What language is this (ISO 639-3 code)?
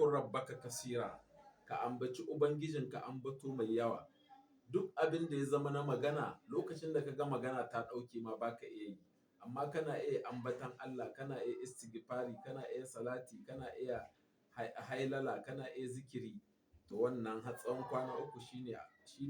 hau